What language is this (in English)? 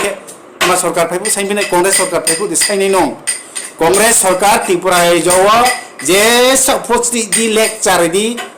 Riang (India)